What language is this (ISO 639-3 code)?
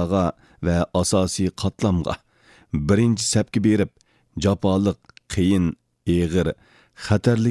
uig